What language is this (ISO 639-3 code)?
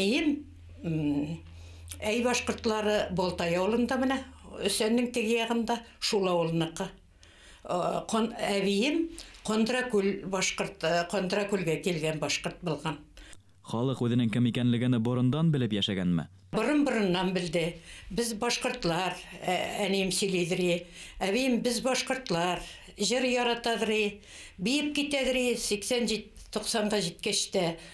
bak